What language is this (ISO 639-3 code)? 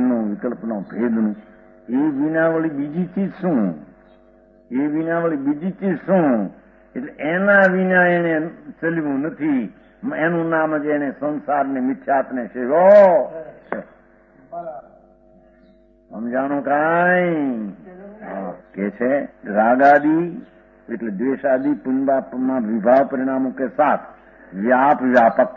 guj